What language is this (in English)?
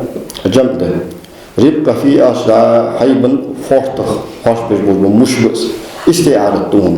Ingush